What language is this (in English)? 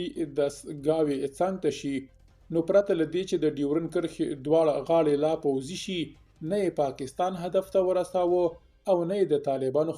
Pashto